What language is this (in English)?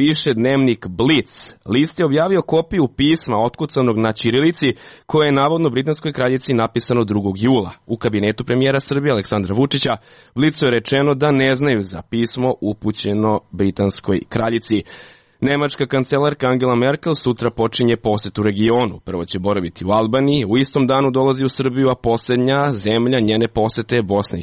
Serbian